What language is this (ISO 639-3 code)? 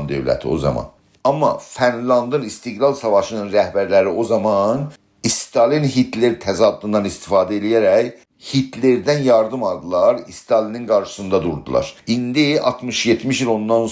azb